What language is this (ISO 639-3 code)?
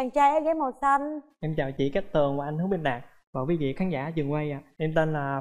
vie